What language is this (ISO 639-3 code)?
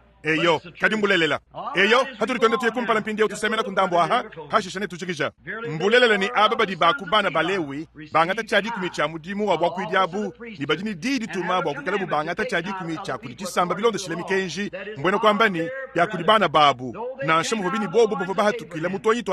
lua